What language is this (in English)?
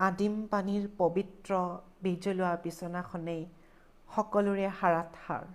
Assamese